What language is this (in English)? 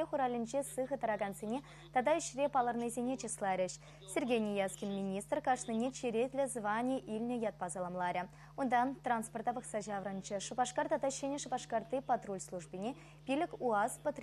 Chuvash